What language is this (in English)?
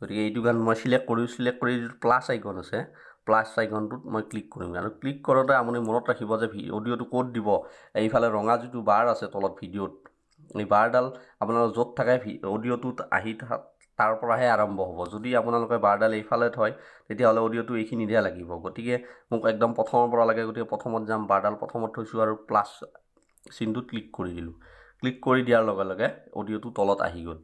Assamese